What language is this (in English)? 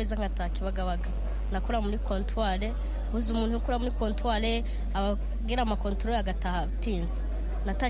Kinyarwanda